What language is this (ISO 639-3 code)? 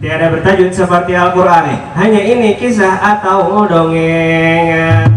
bjn